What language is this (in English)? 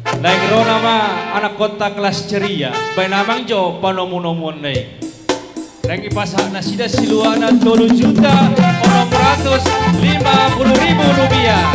Batak Toba